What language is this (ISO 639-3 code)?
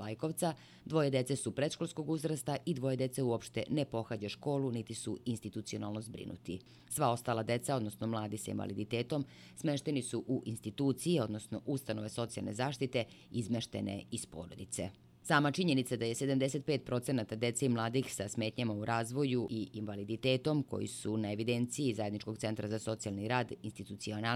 srp